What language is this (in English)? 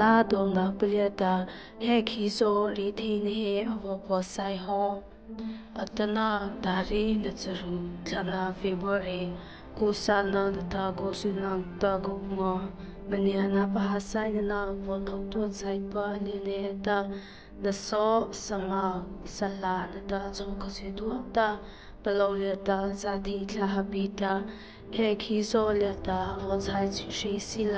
Mara Chin